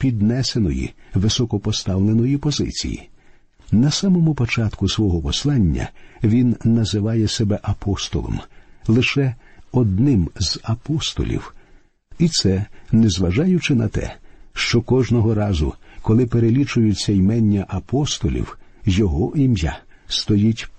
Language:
Ukrainian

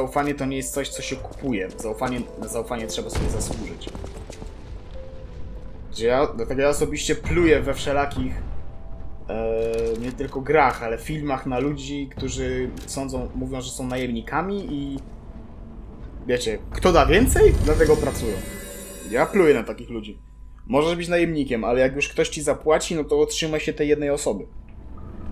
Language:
Polish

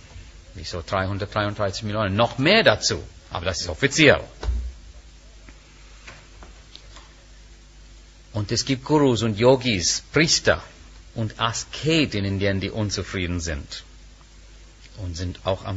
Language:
German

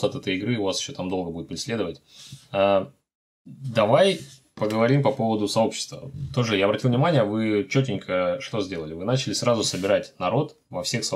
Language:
Russian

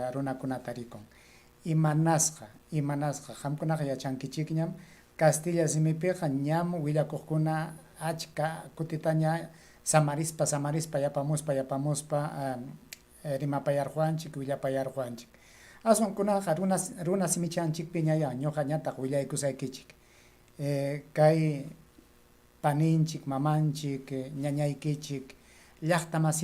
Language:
Ayacucho Quechua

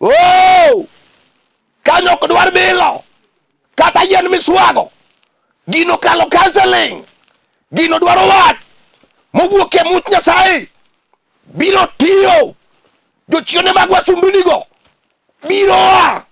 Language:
Luo (Kenya and Tanzania)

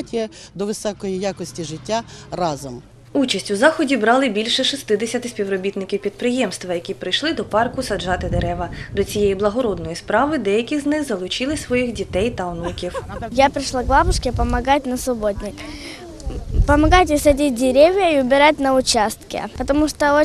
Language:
Ukrainian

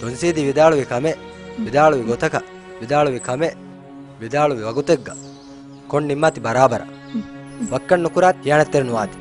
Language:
Divehi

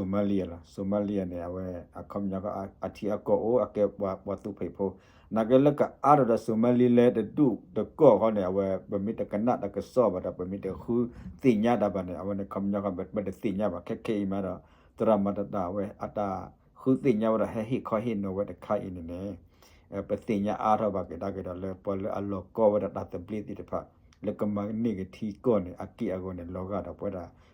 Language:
S'gaw Karen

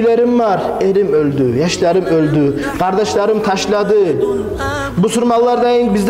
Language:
Kumyk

